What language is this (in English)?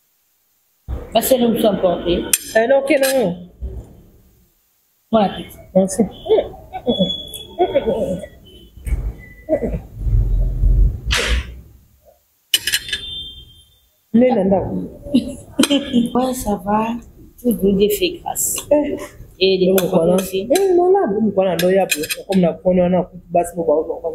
French